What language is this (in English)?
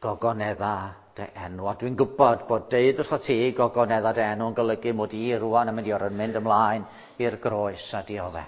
Welsh